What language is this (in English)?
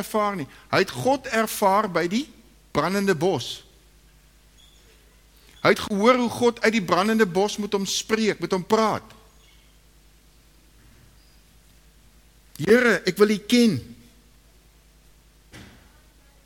Afrikaans